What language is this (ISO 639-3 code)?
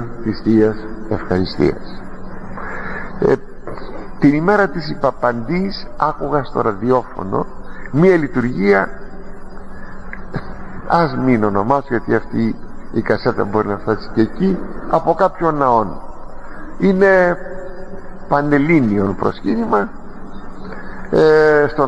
ell